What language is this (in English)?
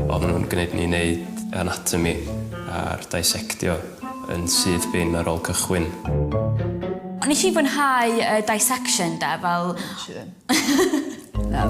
Welsh